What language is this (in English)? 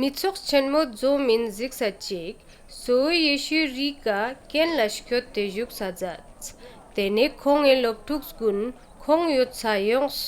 Ladakhi